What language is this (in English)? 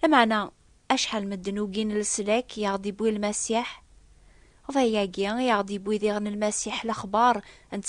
Kabyle